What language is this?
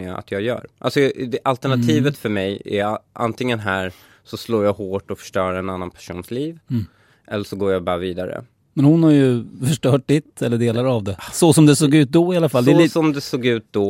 Swedish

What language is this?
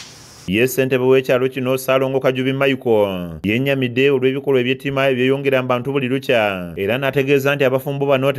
Ganda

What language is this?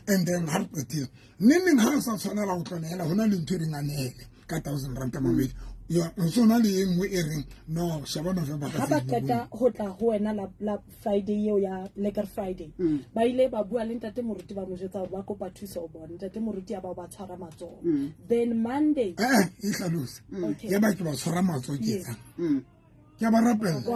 Southern Sotho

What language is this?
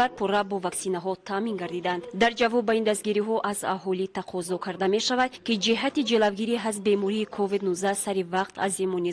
Tajik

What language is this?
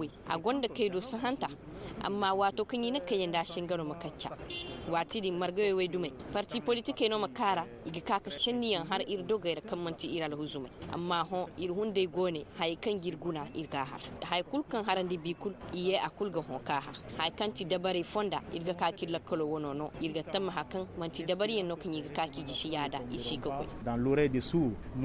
Koyraboro Senni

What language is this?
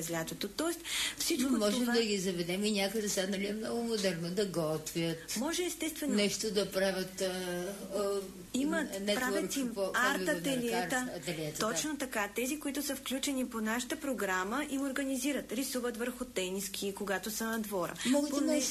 Bulgarian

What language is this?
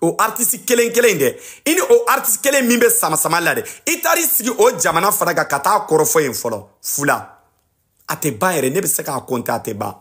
Bambara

